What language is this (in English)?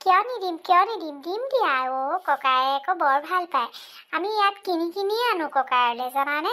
Assamese